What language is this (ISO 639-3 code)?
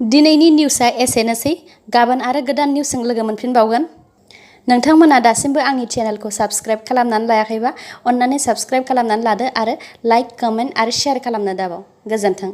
brx